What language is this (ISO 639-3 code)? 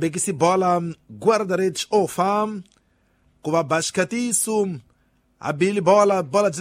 tso